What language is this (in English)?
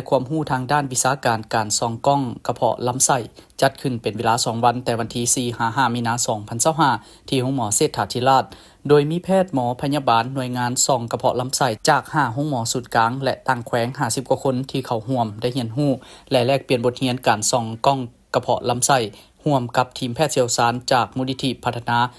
Lao